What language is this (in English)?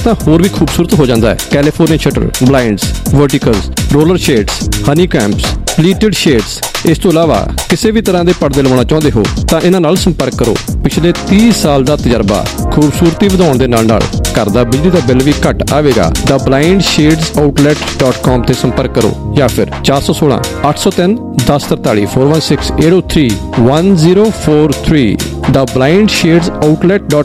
Punjabi